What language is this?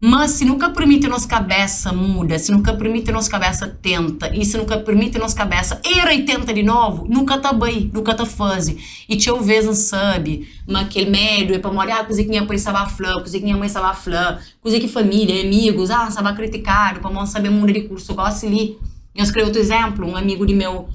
Kabuverdianu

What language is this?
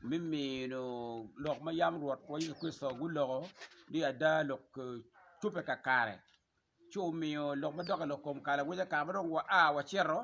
Acoli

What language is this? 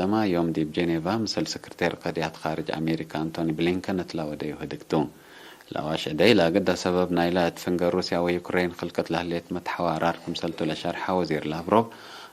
Tigre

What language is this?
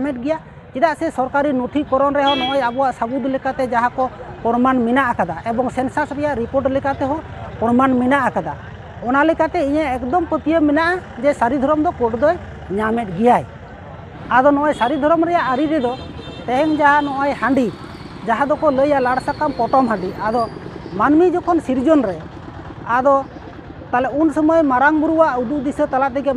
Santali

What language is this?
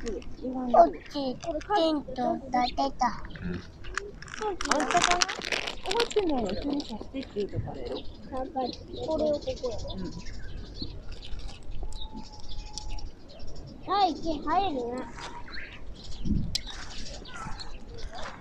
Japanese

